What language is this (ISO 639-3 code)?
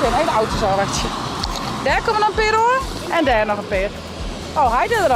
fry